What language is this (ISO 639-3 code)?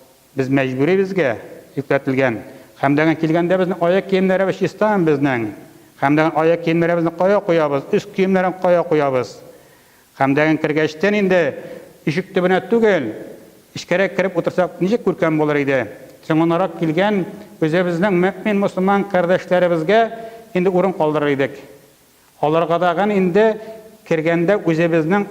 tat